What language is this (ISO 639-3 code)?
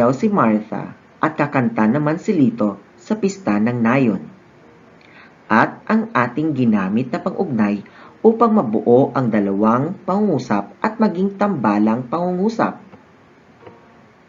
fil